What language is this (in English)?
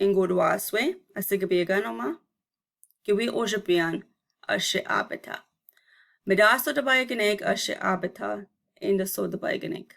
Chippewa